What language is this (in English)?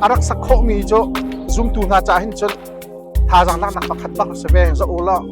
Hakha Chin